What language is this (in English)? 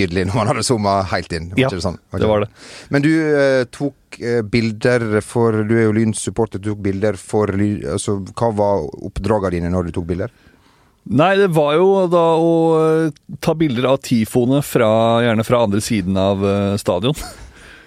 Norwegian